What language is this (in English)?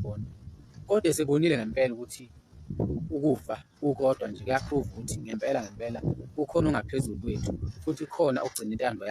Zulu